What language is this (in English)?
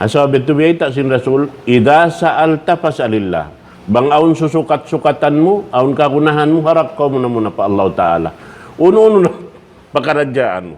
Tausug